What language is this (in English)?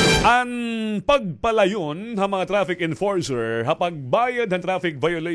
Waray